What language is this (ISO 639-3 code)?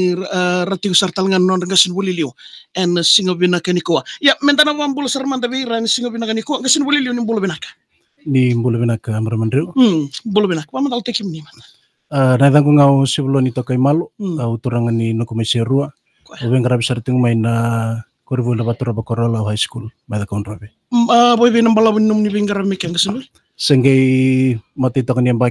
fij